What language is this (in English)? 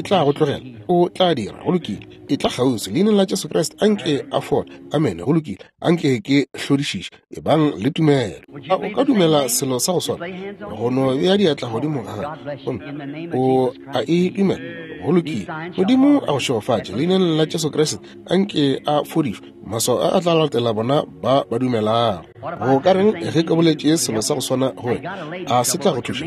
Northern Sotho